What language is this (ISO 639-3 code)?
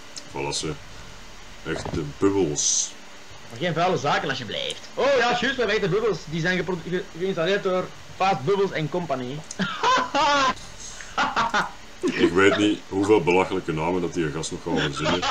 nld